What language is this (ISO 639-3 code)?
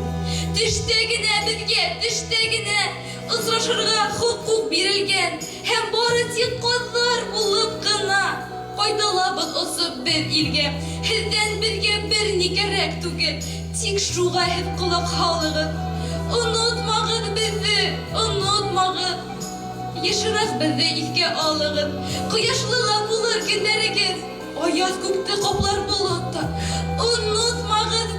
bak